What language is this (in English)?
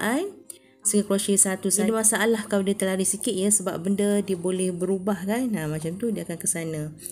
Malay